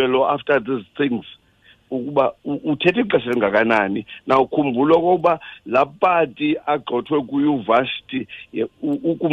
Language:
Xhosa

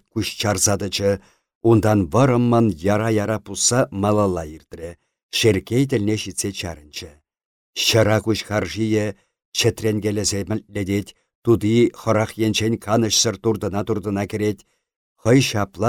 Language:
Chuvash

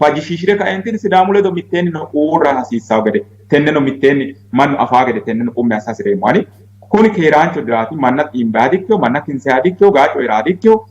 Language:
Sidamo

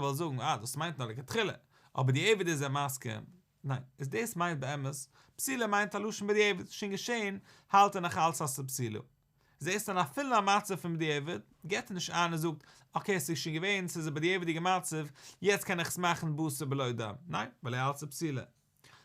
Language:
Yiddish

